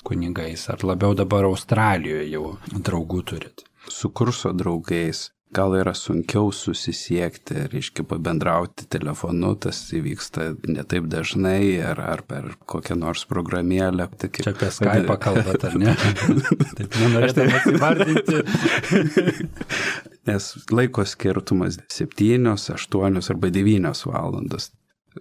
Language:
Lithuanian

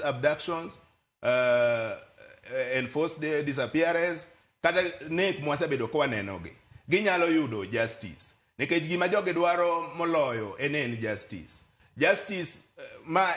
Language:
Luo (Kenya and Tanzania)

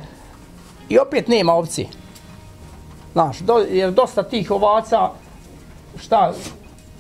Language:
Bosnian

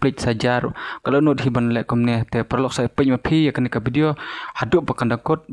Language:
Khasi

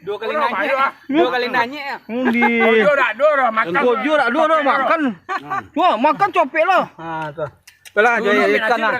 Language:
Minangkabau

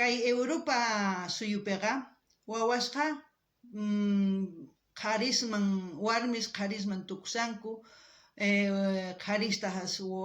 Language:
South Bolivian Quechua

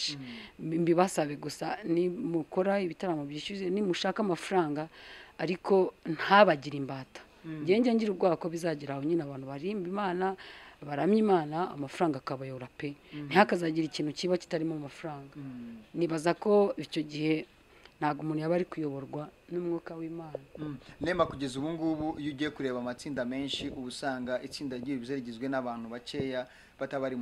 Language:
Kinyarwanda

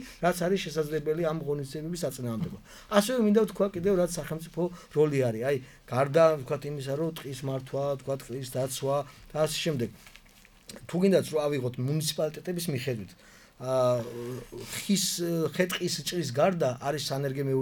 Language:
Georgian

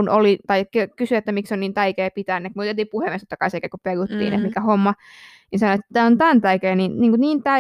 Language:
Finnish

